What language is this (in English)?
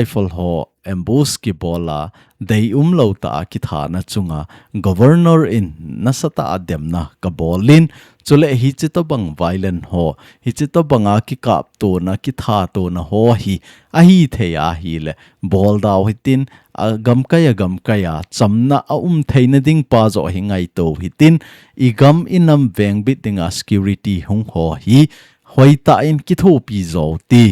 Thado Chin